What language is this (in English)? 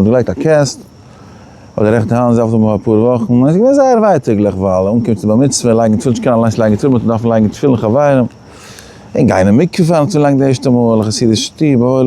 Yiddish